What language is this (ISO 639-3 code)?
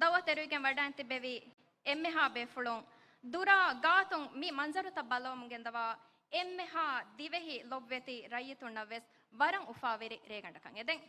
div